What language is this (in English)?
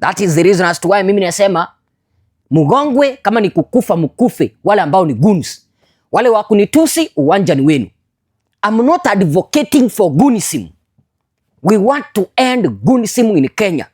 Swahili